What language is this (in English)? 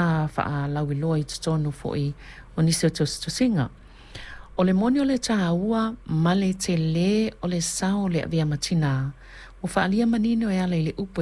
Samoan